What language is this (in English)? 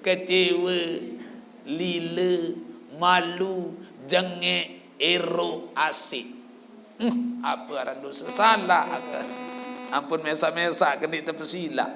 Sasak